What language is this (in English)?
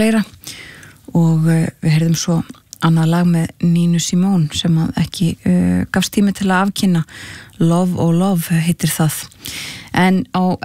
Icelandic